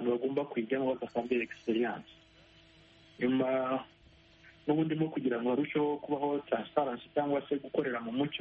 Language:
Kinyarwanda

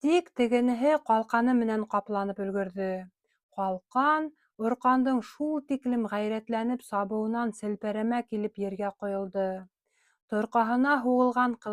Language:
Bashkir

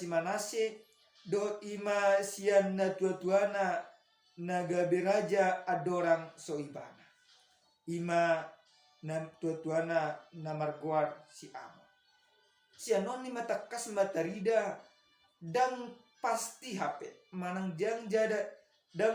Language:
Batak Toba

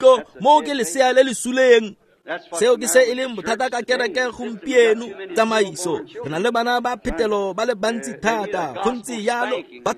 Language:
Tswana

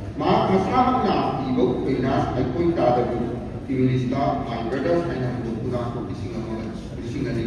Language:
Manipuri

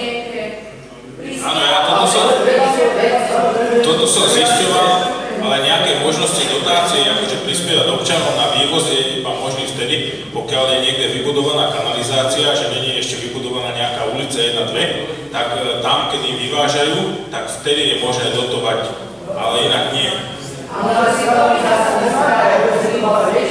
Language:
Slovak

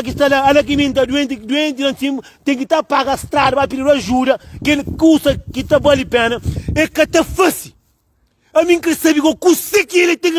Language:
Kabuverdianu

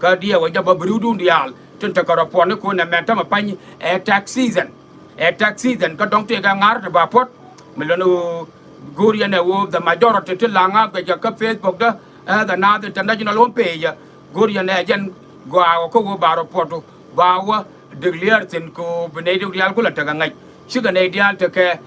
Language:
Nuer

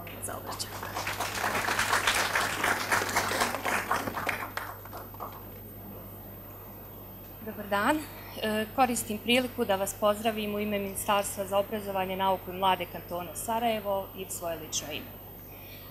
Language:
Bosnian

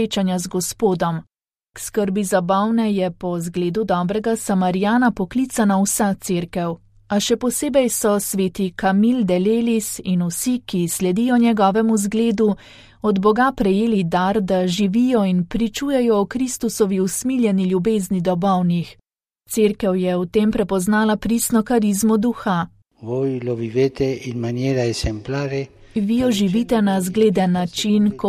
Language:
Slovenian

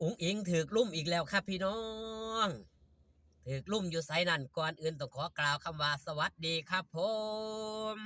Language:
Northeastern Thai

